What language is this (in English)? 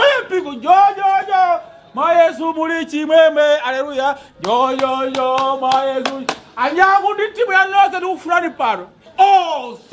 Nyanja